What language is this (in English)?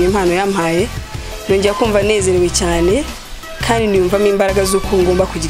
Kinyarwanda